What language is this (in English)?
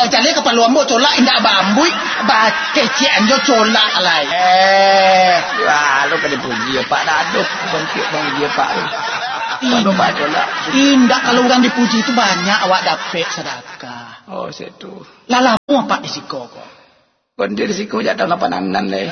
Minangkabau